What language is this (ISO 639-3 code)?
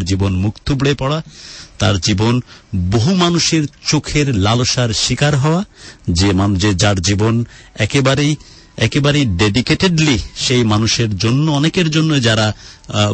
ben